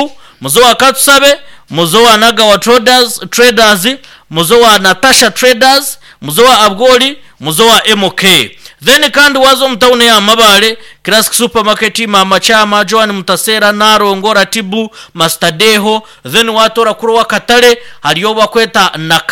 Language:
Nyankole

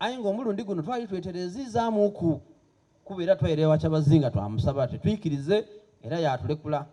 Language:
Soga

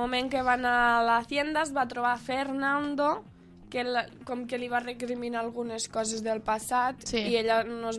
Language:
Catalan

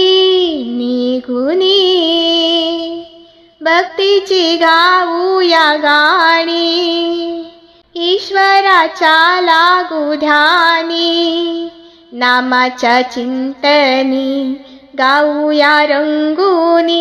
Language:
Marathi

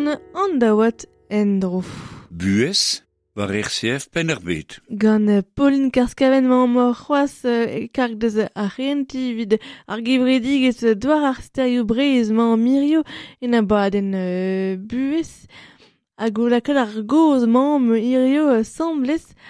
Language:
Breton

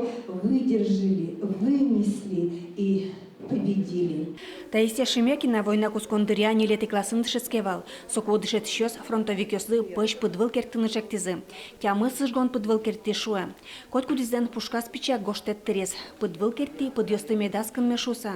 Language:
Udmurt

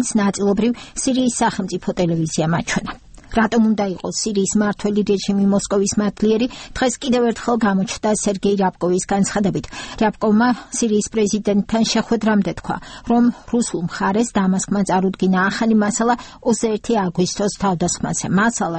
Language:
Georgian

